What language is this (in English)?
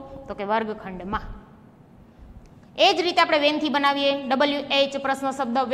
Gujarati